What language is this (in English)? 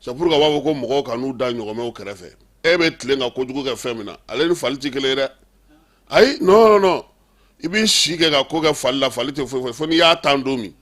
Bambara